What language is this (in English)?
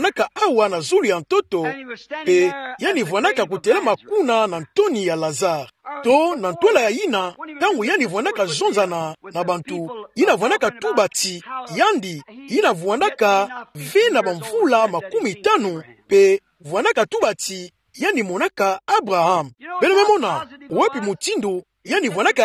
Kituba (Democratic Republic of Congo)